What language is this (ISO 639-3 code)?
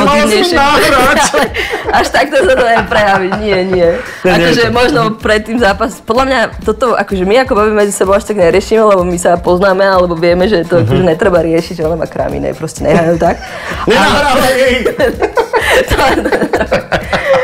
slk